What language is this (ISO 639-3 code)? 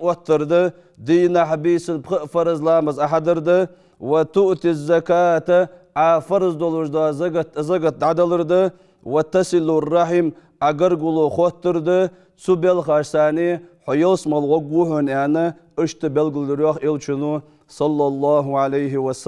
inh